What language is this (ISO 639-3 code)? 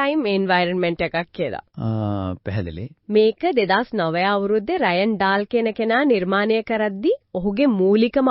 sin